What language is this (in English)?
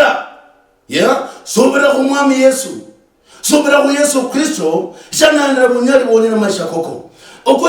Luyia